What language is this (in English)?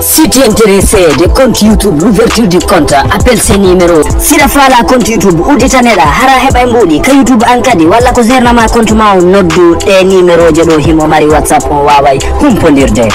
Pular